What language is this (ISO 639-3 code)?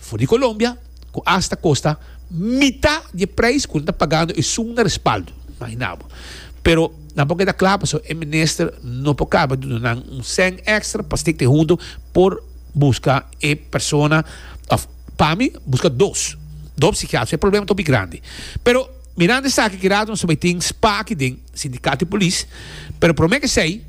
pap